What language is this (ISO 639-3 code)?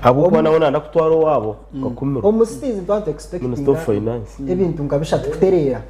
nyn